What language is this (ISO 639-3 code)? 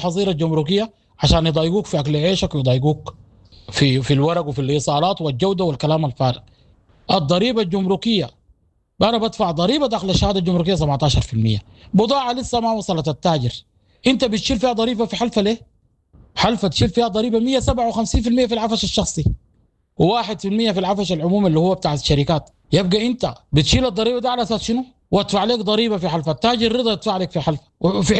apd